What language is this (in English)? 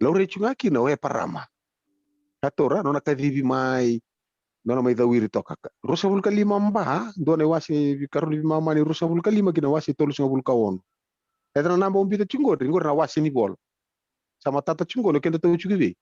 Fijian